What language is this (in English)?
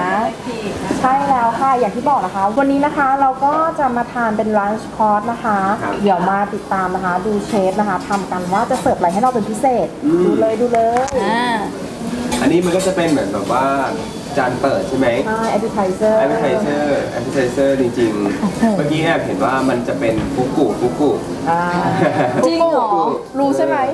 Thai